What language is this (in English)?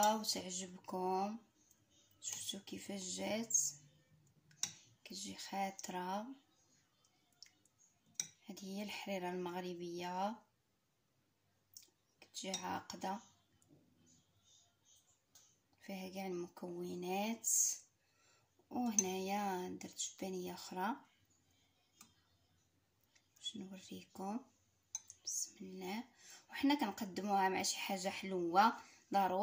Moroccan Arabic